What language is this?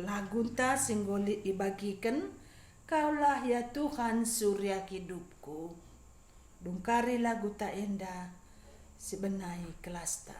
Batak Karo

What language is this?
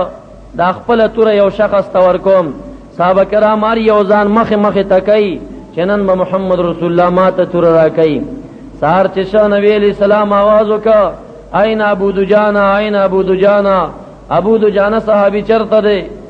Pashto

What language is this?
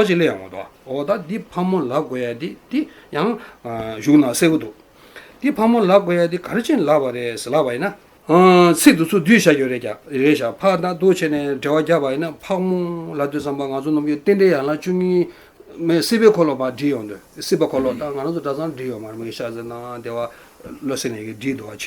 Tibetan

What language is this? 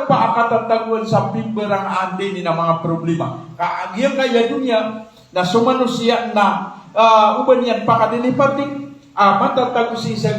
Maranao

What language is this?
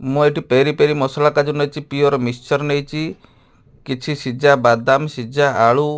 Odia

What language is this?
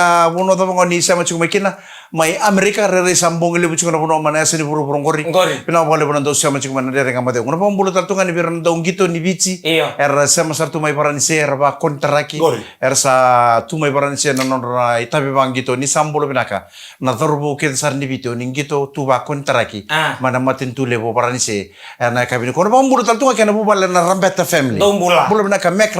Fijian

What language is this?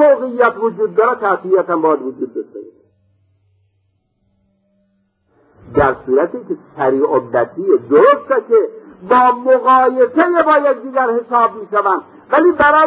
Persian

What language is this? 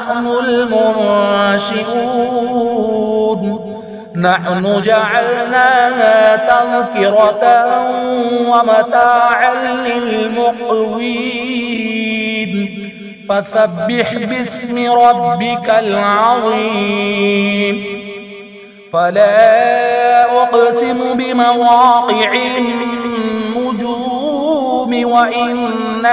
Arabic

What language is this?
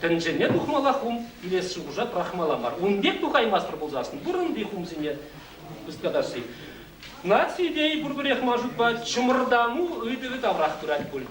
Chuvash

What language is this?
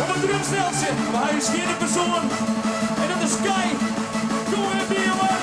Western Frisian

